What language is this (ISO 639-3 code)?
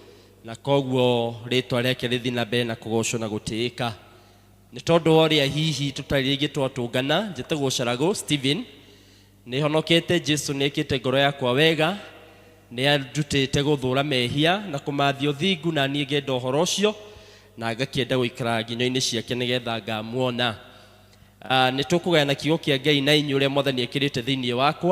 kik